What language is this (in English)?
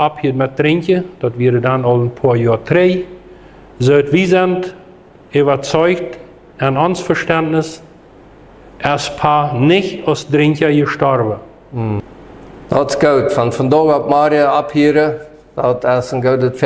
Plautdietsch